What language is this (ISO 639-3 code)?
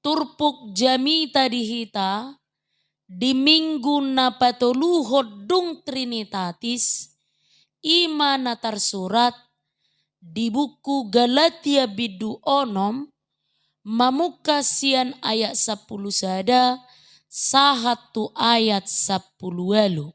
bbc